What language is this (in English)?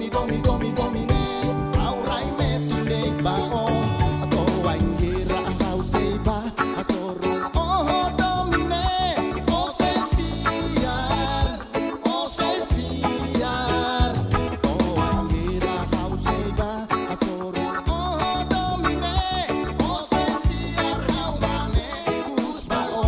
Tetum